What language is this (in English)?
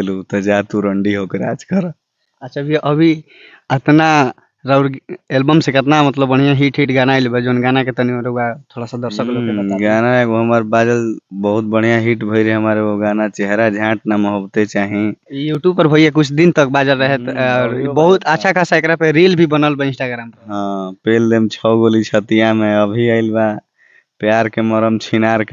Bhojpuri